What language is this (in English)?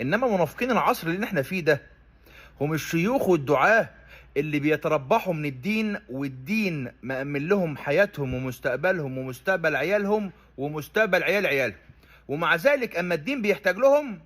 Egyptian Arabic